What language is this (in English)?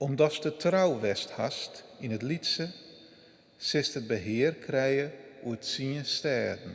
Western Frisian